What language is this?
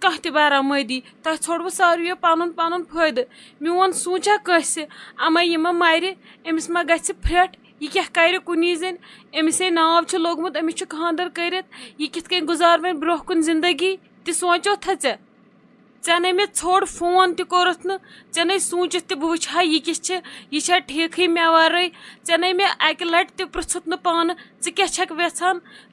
Kashmiri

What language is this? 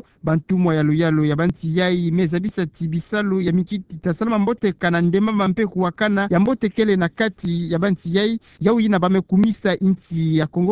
Kituba (Democratic Republic of Congo)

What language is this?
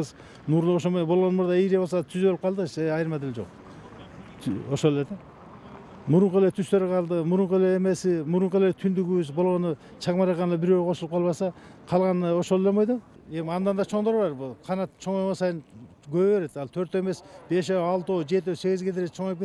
Kyrgyz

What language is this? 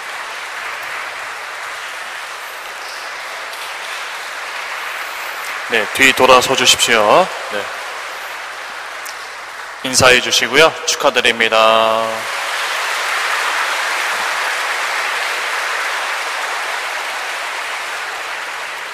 Korean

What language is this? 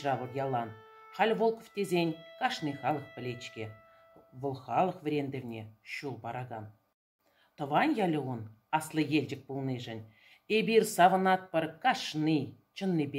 Chuvash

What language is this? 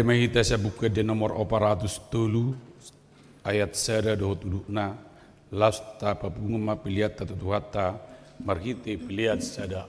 Batak Toba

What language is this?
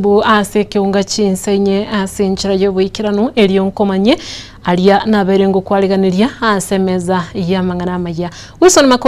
Gusii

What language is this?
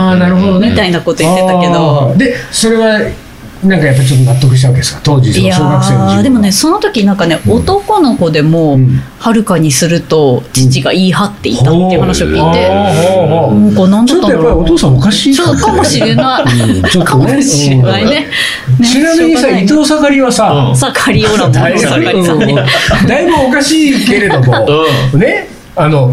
Japanese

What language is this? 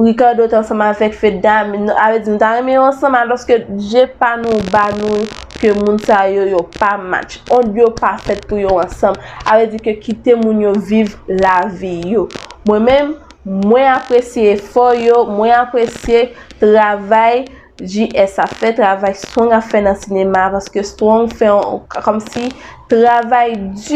Haitian Creole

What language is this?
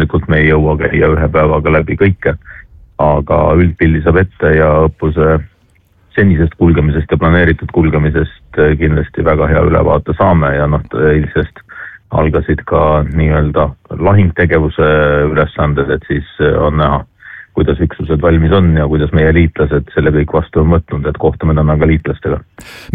Estonian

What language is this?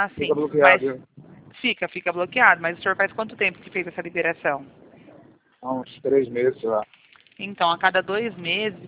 Portuguese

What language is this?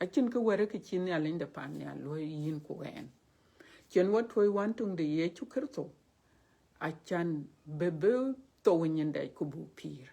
Dinka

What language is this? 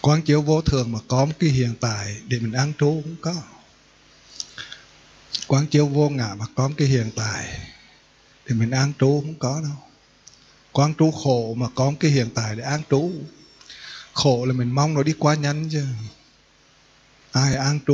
Vietnamese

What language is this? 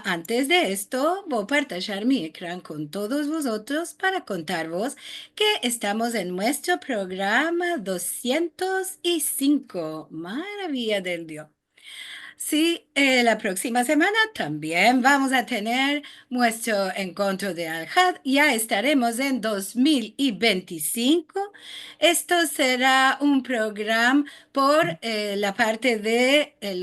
Ladino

